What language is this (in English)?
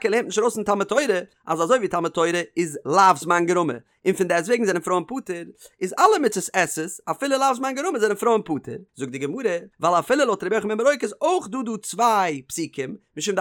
Yiddish